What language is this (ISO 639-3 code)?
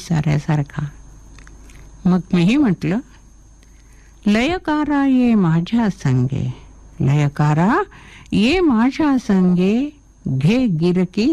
mar